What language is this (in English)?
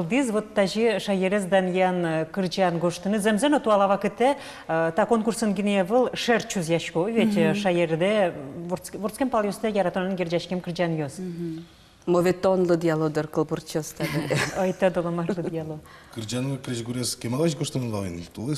Udmurt